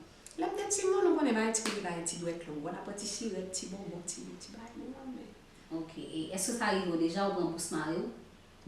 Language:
Haitian Creole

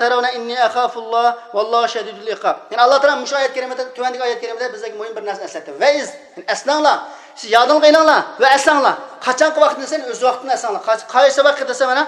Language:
Uyghur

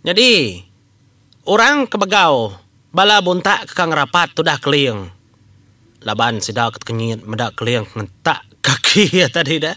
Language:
Iban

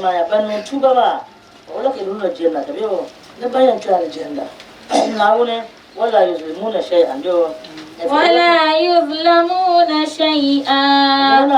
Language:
Dagbani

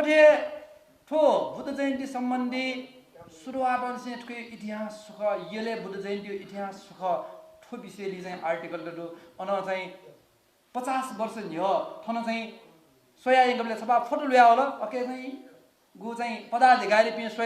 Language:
Newari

